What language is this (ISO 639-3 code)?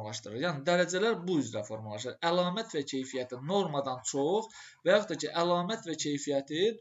aze